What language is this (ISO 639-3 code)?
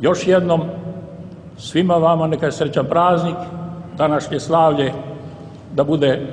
srp